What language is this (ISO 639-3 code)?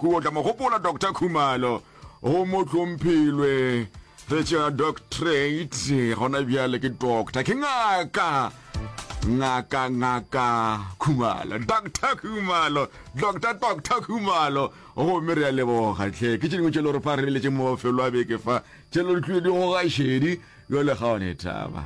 nso